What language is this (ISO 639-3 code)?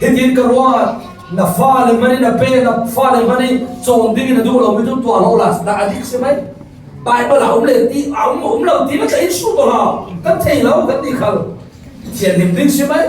cfm